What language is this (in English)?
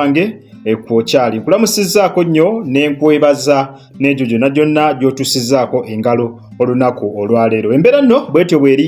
Ganda